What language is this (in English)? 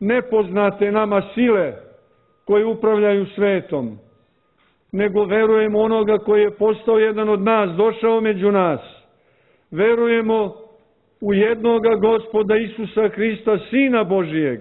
Serbian